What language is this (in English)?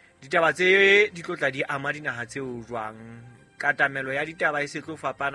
Southern Sotho